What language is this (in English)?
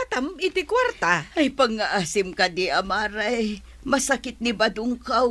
Iloko